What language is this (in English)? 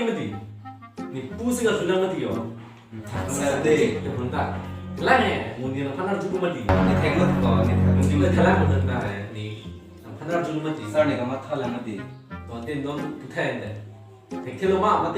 Karbi